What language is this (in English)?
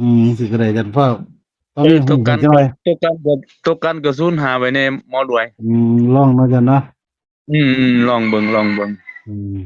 Northeastern Thai